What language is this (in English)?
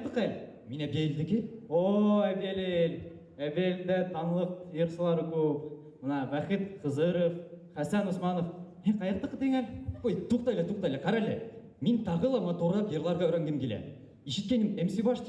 Bashkir